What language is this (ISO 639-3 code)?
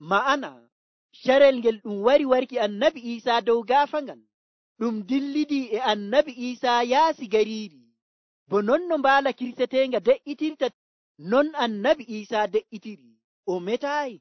fuv